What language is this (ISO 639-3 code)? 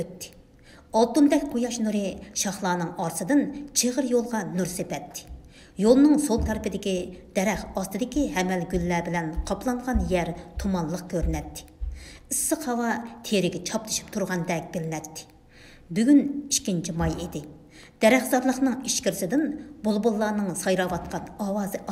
uig